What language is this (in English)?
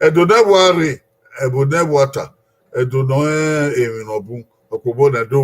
Bini